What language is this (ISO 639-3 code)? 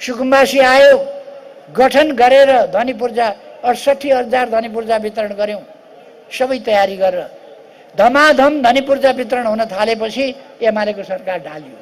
nep